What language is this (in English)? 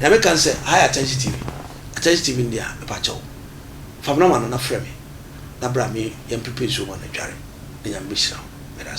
Akan